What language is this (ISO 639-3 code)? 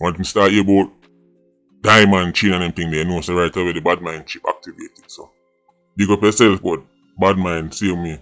jam